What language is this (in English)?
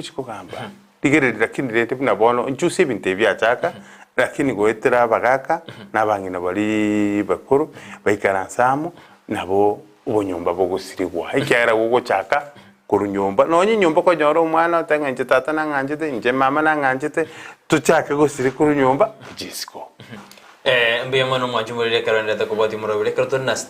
Gusii